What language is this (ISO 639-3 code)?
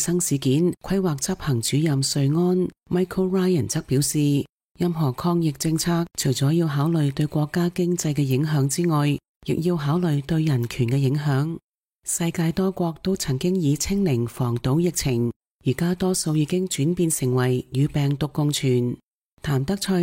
yue